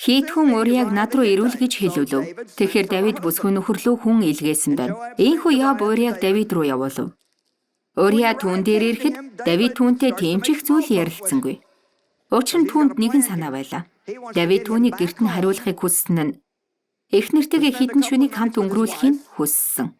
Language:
Mongolian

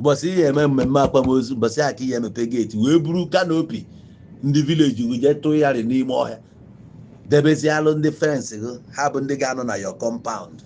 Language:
Igbo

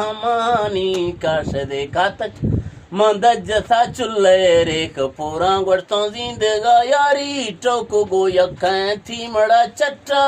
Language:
Eastern Balochi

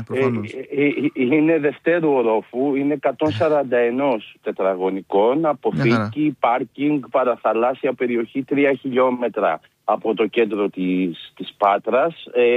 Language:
Greek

